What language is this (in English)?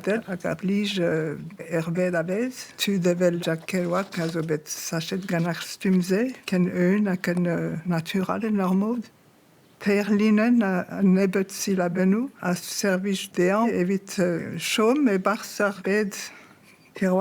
Breton